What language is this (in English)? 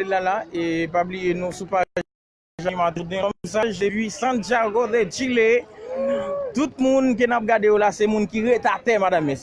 Haitian Creole